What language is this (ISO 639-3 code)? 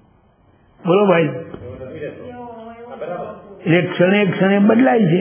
guj